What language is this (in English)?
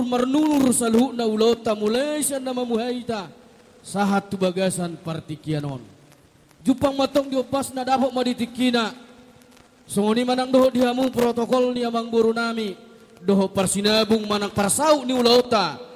Batak Toba